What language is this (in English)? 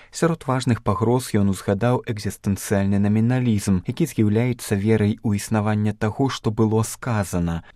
Belarusian